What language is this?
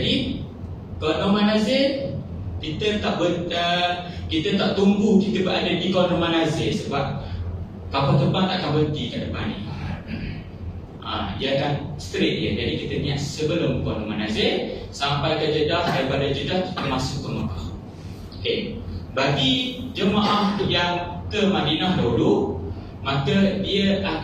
Malay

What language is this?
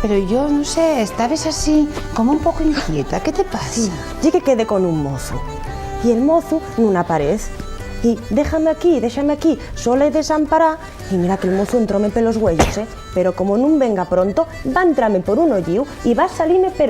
Asturian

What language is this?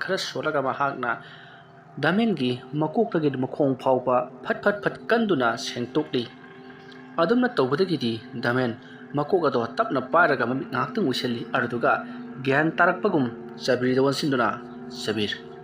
Manipuri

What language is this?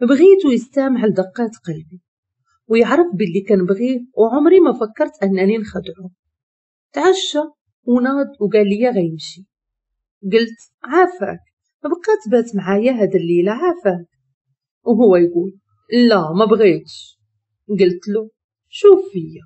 Moroccan Arabic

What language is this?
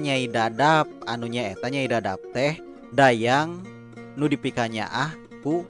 Sundanese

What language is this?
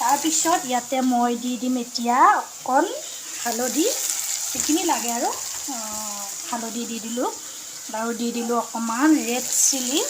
Assamese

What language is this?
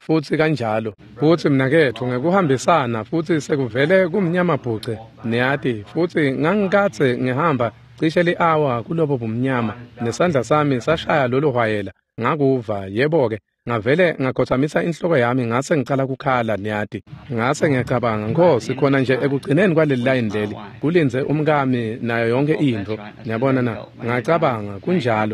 Swati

